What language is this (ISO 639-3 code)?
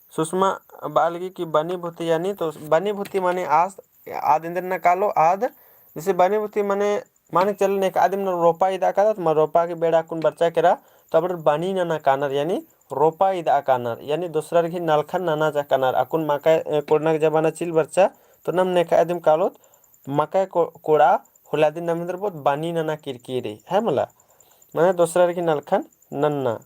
kru